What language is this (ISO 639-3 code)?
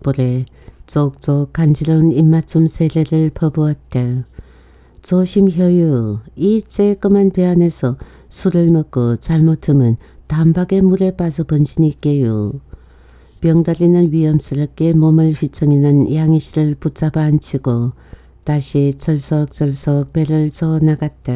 kor